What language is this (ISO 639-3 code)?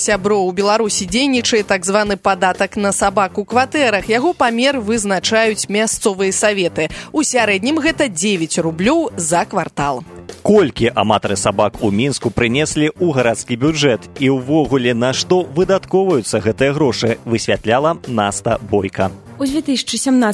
bel